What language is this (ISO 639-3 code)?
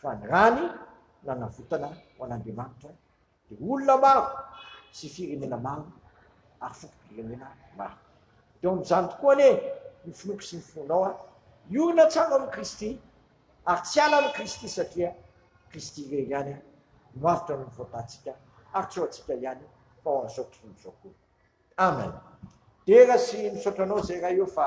mlg